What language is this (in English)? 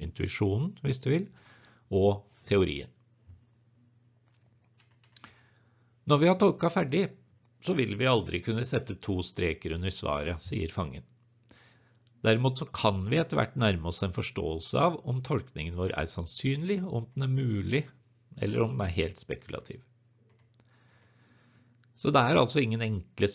Norwegian